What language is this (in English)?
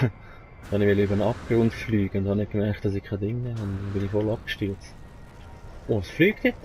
Swiss German